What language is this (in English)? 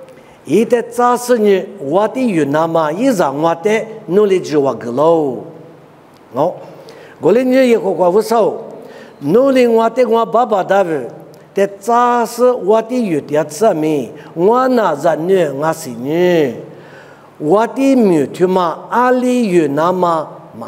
Lisu